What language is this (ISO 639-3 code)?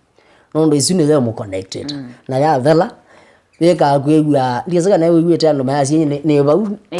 kam